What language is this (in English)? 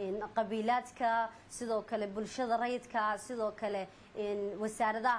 Somali